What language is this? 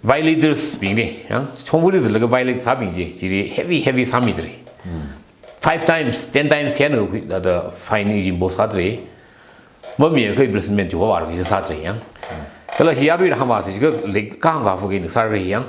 Tangkhul Naga (India)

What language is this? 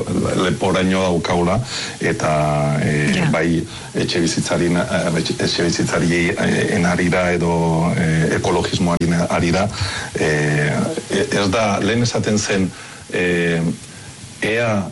Basque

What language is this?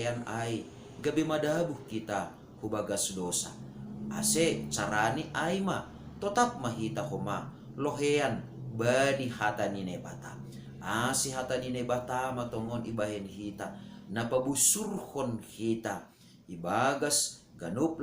Batak Simalungun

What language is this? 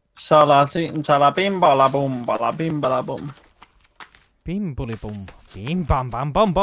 Finnish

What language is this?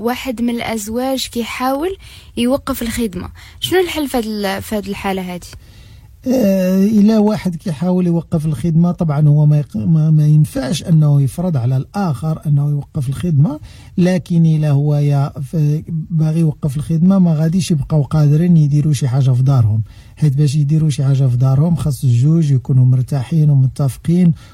Moroccan Arabic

